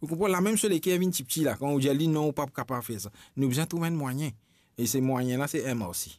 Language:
Morisyen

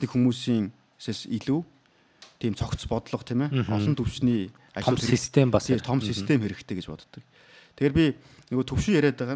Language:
Mongolian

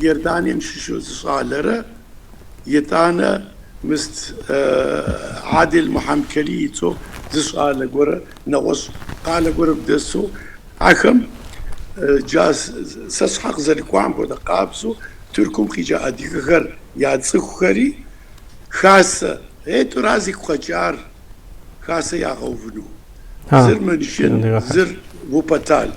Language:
Kabardian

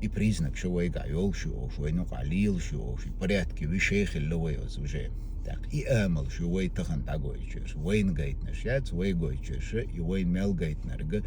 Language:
Chechen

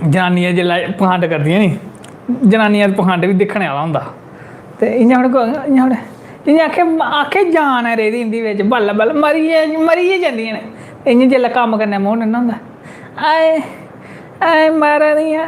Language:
Dogri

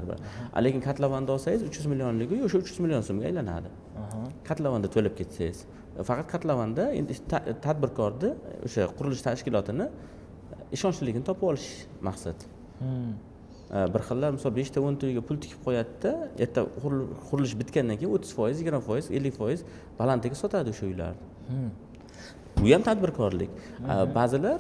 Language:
Uzbek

